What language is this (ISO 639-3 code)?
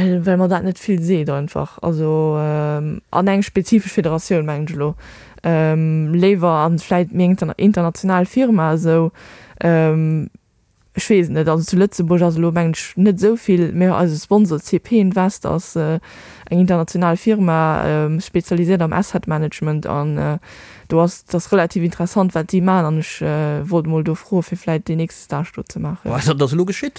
ltz